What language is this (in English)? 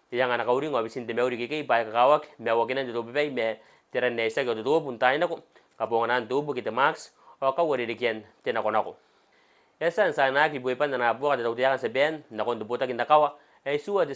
Gilbertese